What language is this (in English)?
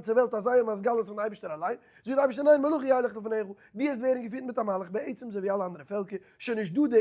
Yiddish